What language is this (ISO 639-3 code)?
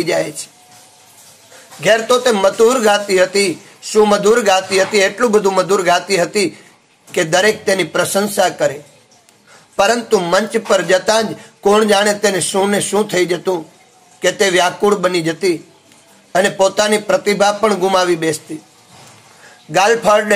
guj